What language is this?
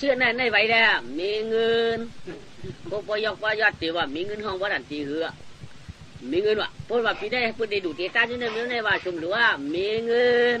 Shan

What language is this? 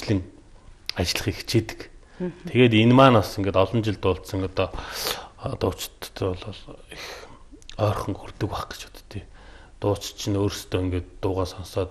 Mongolian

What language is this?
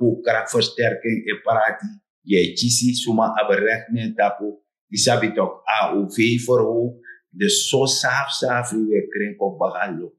Sranan Tongo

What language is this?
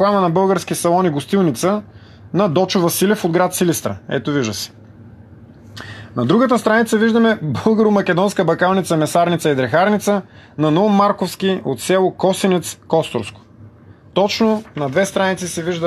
Bulgarian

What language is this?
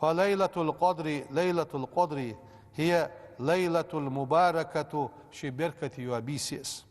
Ingush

